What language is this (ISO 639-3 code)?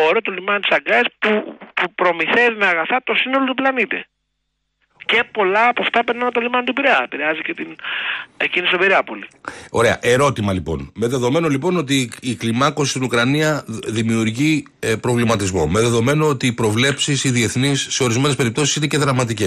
ell